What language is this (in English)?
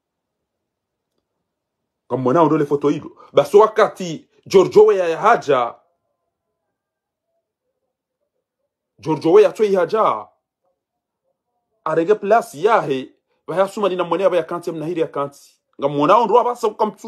Swahili